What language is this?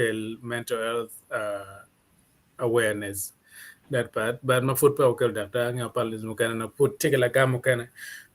Acoli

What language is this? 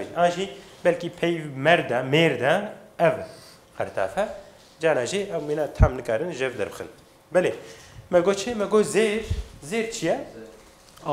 Kurdish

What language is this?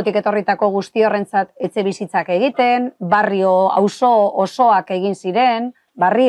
Basque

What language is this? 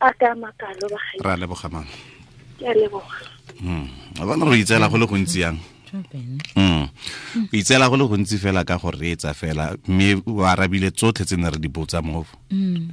Tswana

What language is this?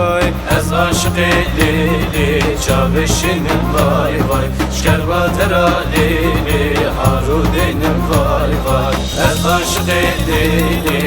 Zaza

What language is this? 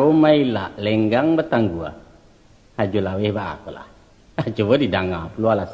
Minangkabau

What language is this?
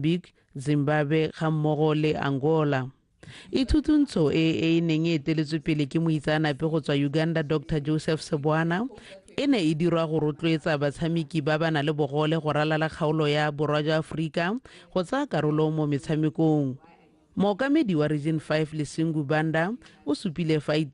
Tswana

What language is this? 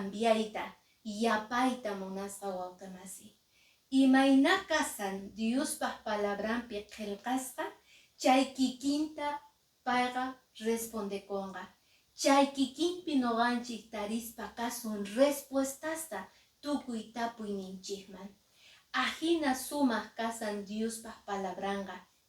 Quechua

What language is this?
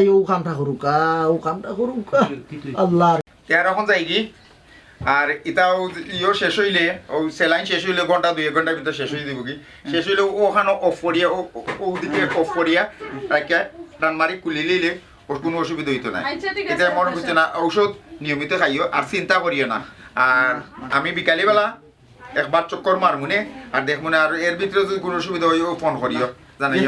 Sylheti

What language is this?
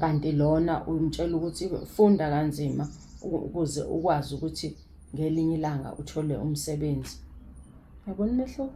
Zulu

